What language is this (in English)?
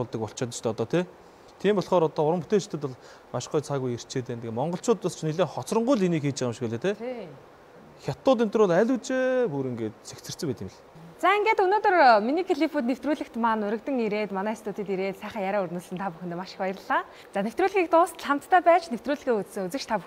Mongolian